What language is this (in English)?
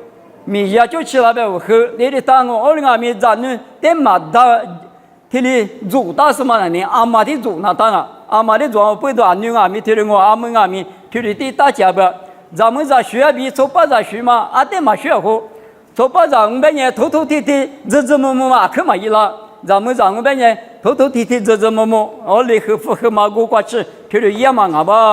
Lisu